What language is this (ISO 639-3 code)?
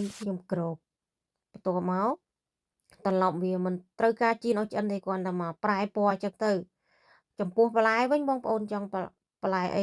khm